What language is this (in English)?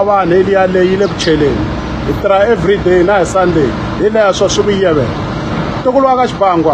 Tsonga